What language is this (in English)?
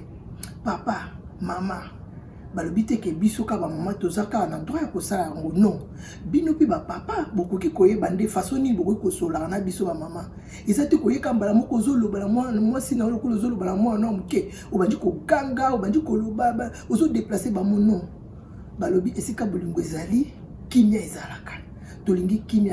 Lingala